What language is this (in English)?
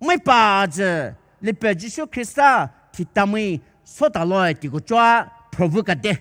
Poumei Naga